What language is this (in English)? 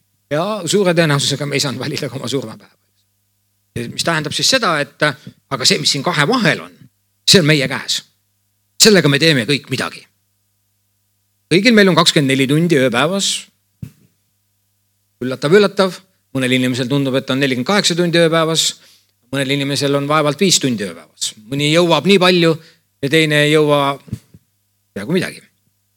Estonian